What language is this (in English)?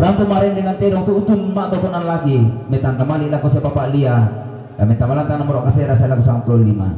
Toraja-Sa'dan